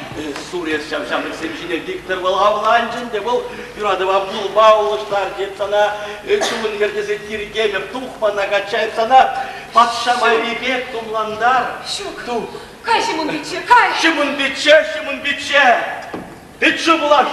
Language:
Chuvash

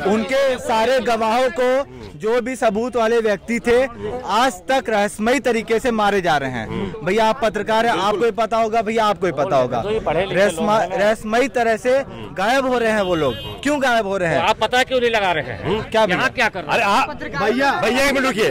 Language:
Hindi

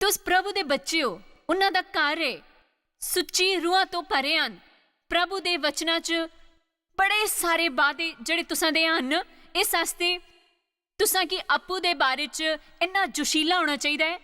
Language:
Dogri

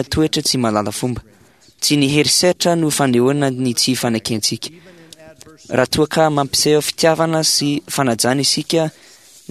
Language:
Malagasy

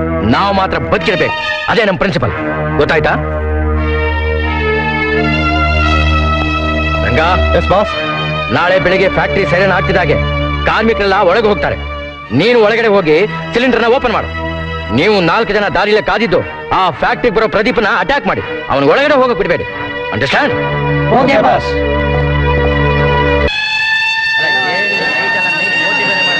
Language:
Kannada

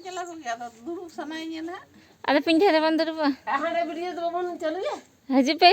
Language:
Santali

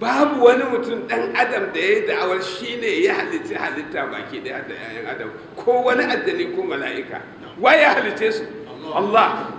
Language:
Hausa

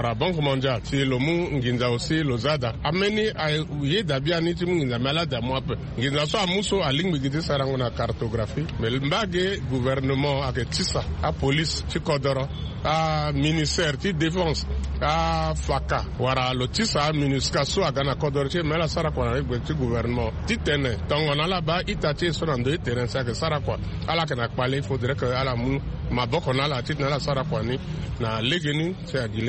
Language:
Sango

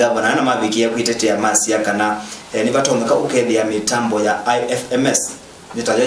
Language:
Kamba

